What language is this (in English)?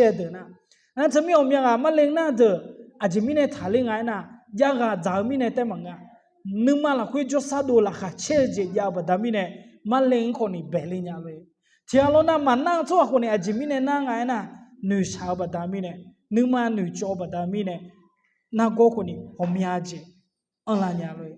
Akha